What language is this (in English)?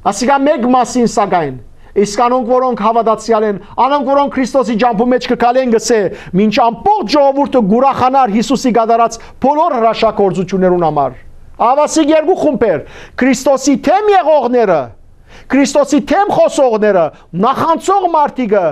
Western Armenian